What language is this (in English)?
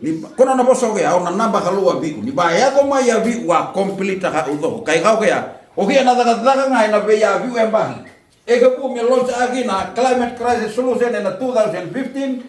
Fijian